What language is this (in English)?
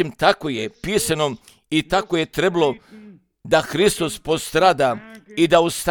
Croatian